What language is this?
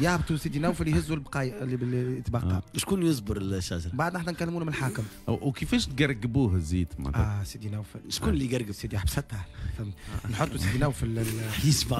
Tunisian Arabic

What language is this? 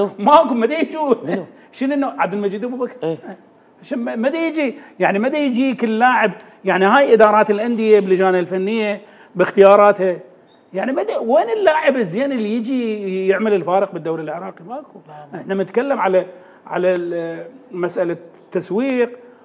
Mesopotamian Arabic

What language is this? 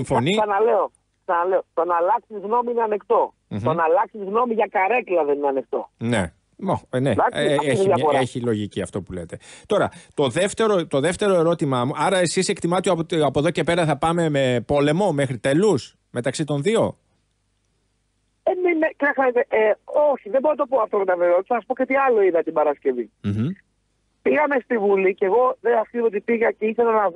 Greek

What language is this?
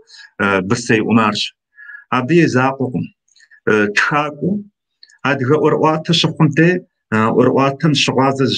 Kabardian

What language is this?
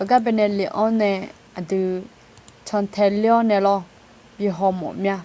Akha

